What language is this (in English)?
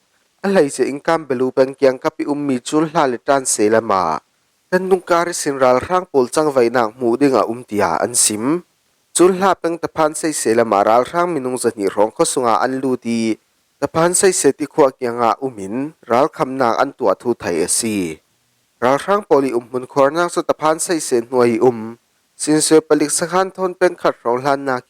Falam Chin